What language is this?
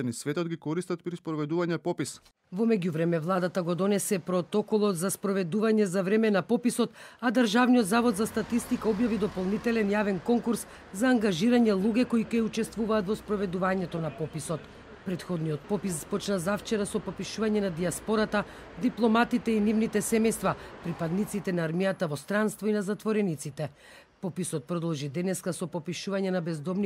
Macedonian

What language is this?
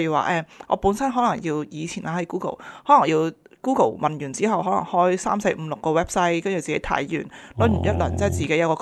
Cantonese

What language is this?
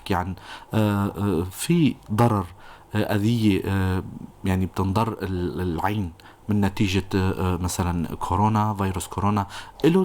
North Levantine Arabic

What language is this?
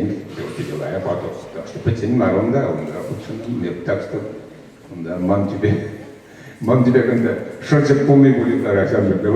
Chuvash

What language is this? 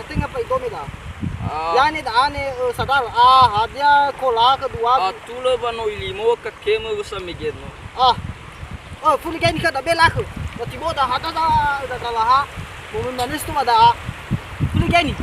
Nias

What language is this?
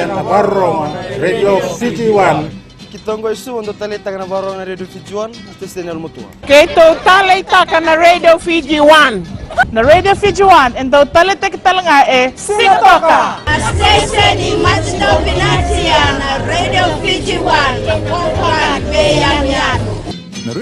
Fijian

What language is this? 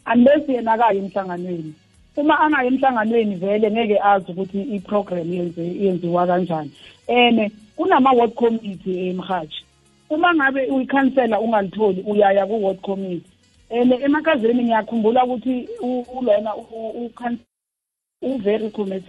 South Ndebele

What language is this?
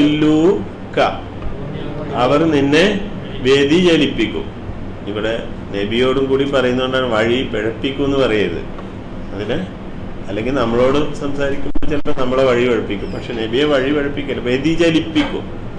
Malayalam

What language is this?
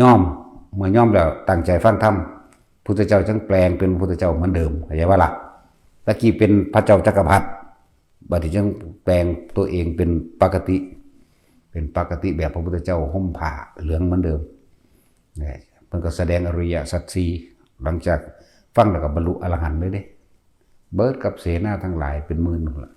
Northeastern Thai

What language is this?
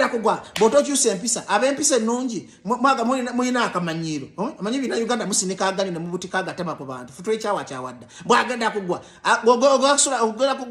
Ganda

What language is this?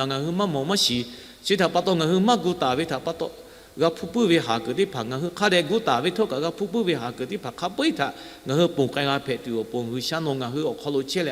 Lahu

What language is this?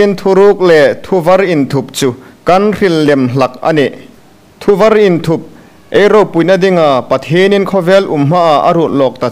Hmar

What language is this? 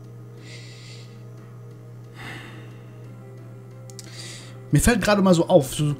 German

